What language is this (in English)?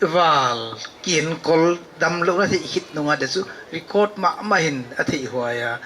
Paite Chin